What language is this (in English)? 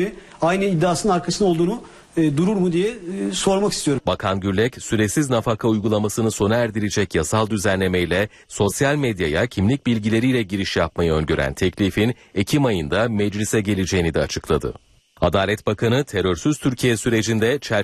Turkish